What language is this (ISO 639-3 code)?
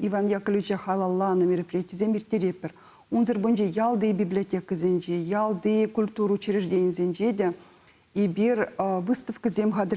chv